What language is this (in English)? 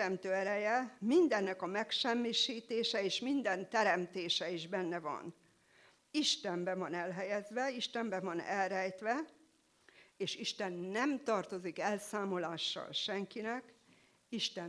Hungarian